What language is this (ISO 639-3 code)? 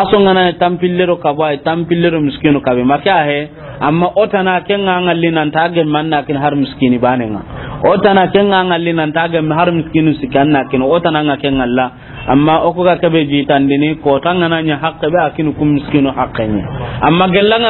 snk